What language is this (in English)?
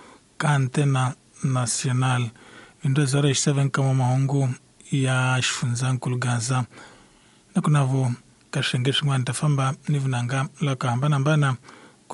Tsonga